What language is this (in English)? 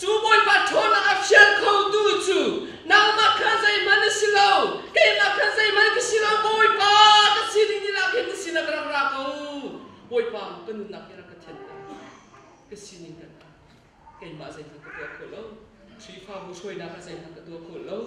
Hakha Chin